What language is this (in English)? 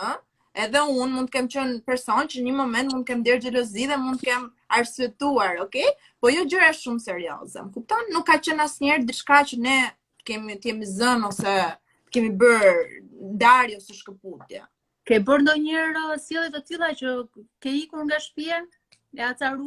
Albanian